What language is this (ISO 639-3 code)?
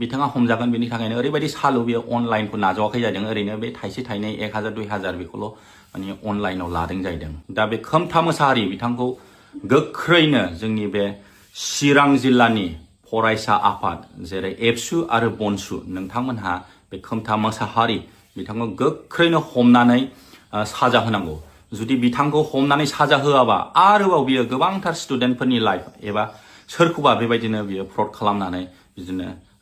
brx